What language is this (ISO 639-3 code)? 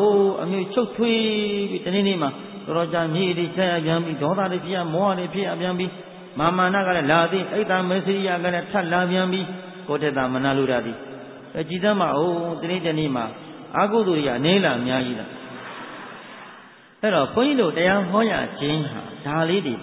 mya